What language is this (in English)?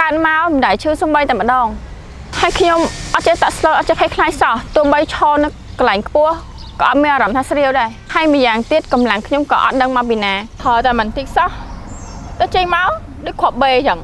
Khmer